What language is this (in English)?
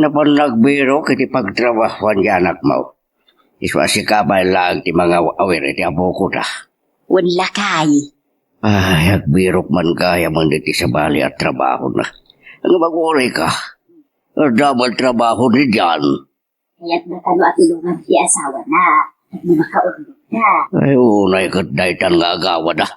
Iloko